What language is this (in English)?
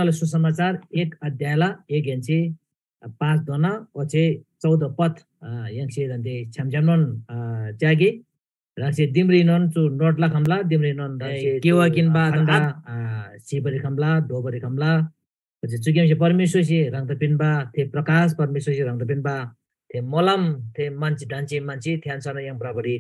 Eastern Tamang